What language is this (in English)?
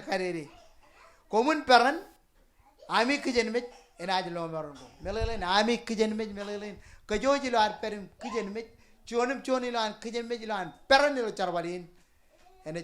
Marshallese